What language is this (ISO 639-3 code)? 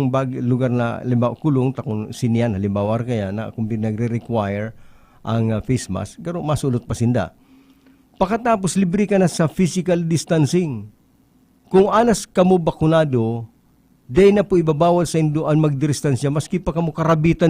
bik